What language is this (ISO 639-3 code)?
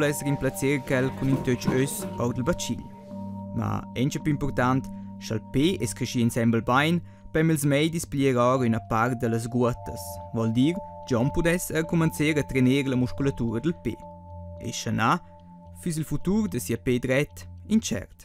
roh